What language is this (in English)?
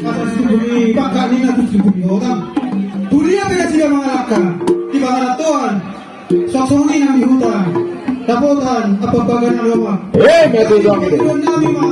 Batak Toba